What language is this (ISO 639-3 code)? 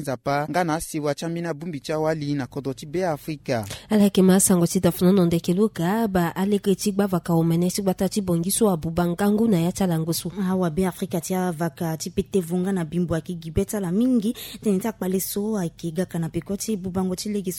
sag